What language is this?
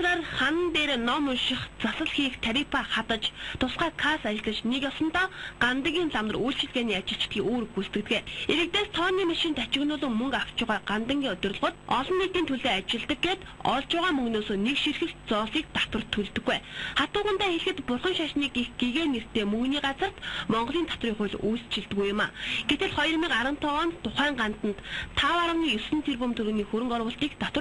Mongolian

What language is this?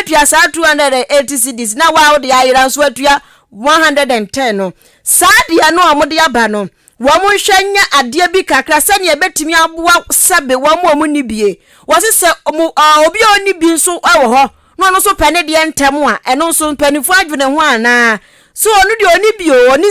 Akan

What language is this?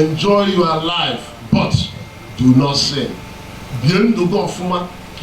Igbo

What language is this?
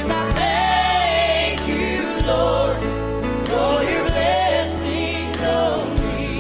Paite Chin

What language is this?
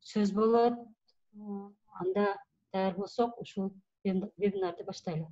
Kyrgyz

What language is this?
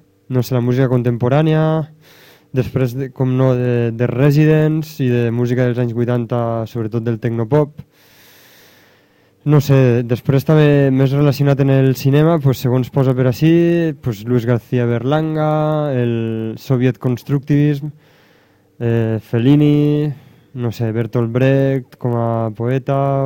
Catalan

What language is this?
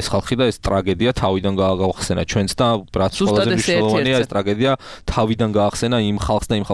Georgian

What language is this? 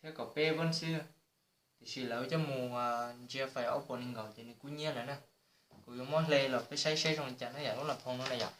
Hmong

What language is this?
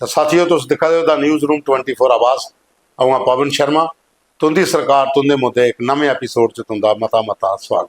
Dogri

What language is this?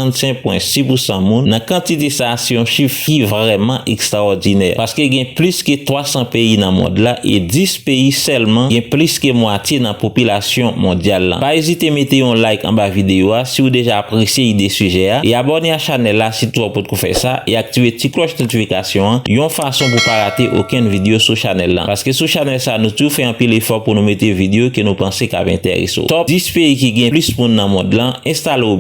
Haitian Creole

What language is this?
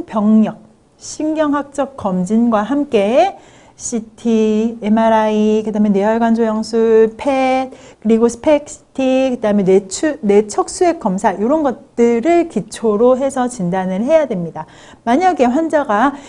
Korean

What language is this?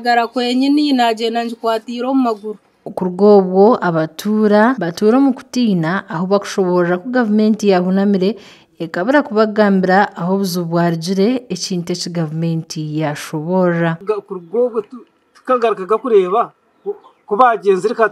Nyankole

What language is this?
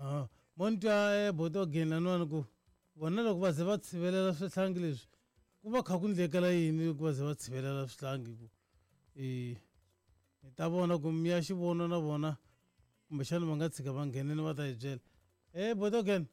Tsonga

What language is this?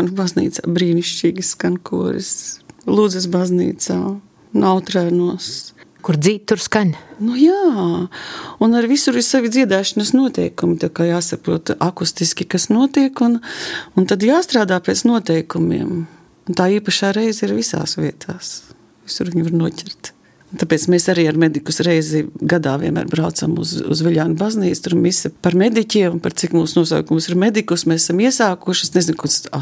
Latvian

